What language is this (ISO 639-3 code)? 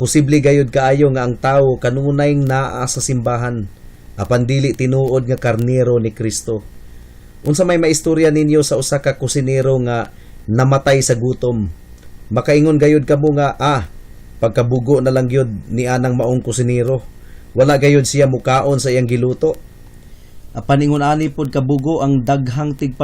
ceb